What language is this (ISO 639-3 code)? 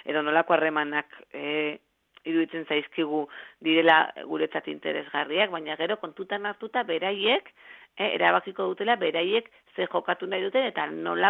eus